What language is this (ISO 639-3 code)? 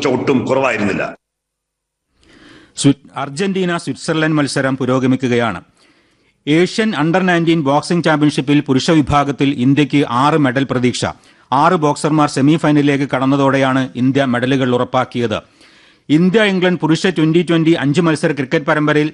mal